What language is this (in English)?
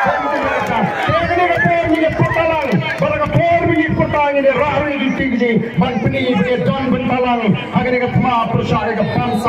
Khasi